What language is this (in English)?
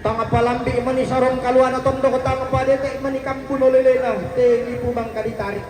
Toraja-Sa'dan